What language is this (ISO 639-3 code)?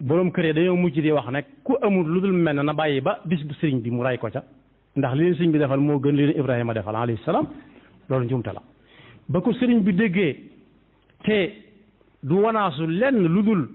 wol